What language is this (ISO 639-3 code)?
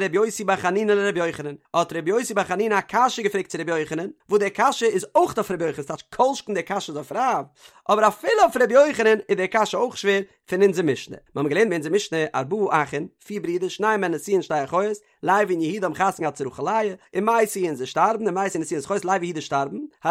yid